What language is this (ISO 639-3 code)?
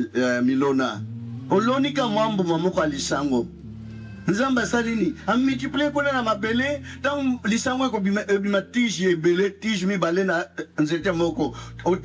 lin